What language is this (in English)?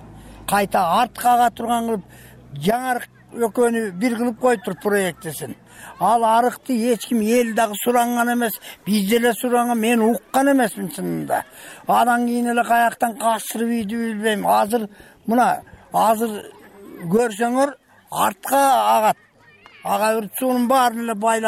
Kyrgyz